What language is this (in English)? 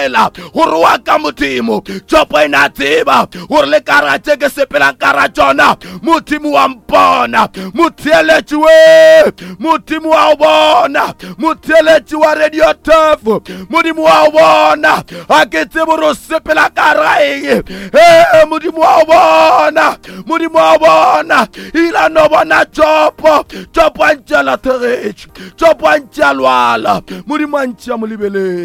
Northern Sotho